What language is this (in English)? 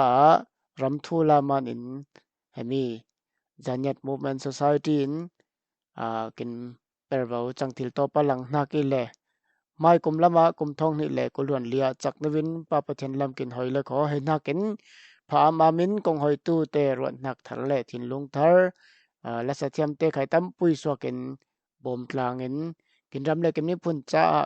Falam Chin